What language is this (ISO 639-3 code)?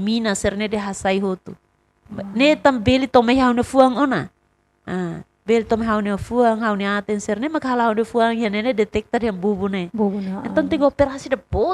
tet